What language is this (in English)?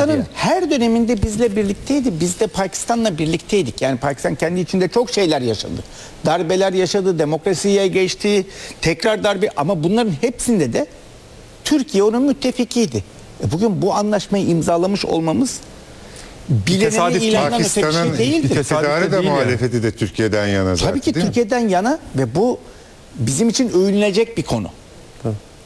Turkish